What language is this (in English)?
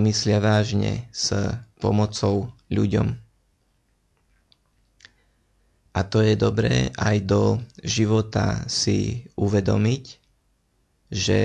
Slovak